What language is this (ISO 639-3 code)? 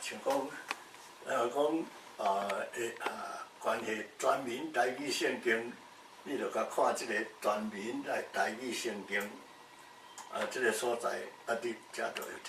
nan